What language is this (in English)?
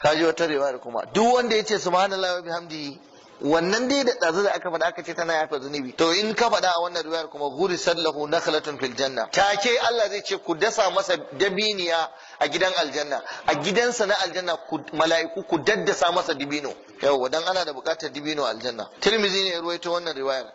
Hausa